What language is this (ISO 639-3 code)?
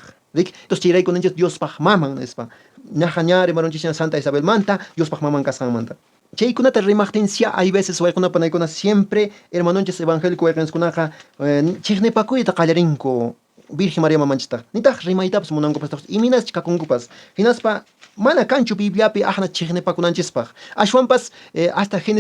que